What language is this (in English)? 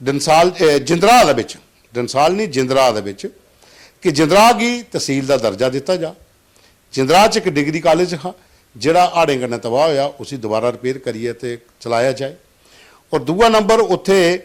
Dogri